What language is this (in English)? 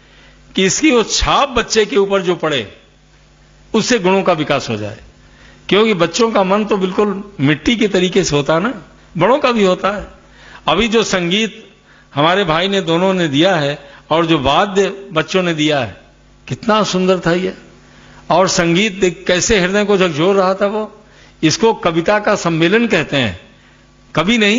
Hindi